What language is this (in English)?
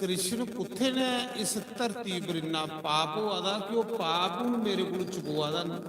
Dogri